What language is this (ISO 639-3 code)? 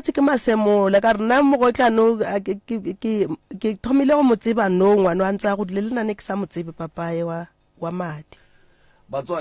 nso